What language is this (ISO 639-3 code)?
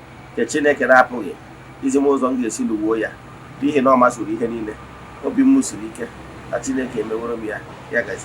ibo